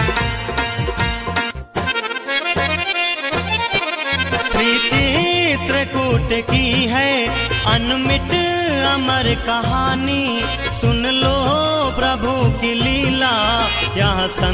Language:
Hindi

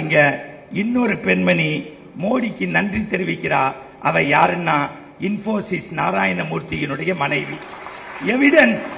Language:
Tamil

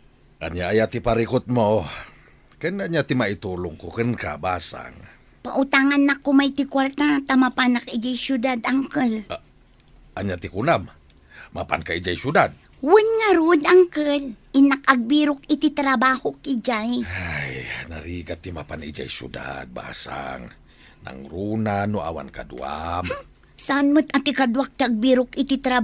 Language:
Iloko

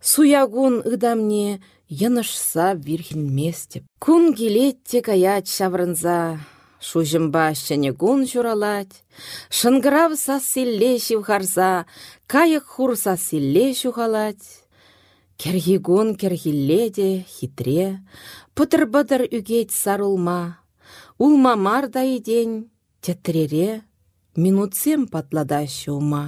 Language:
Chuvash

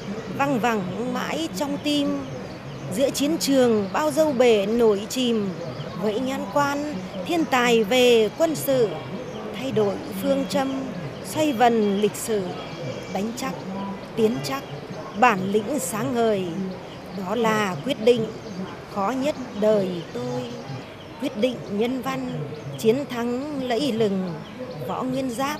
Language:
Vietnamese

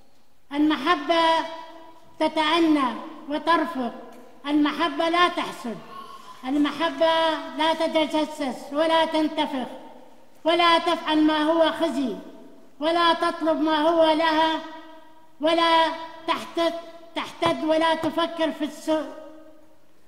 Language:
Arabic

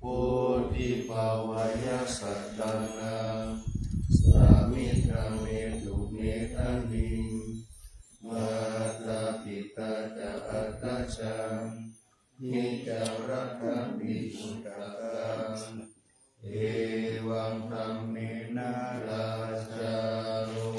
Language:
Pali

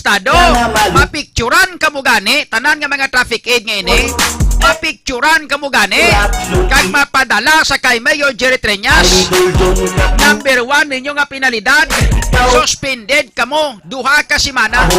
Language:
Hiligaynon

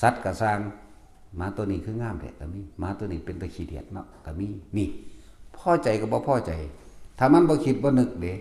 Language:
Northeastern Thai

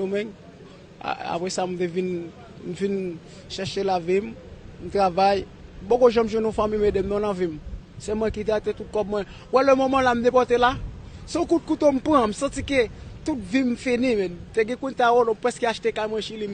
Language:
Haitian Creole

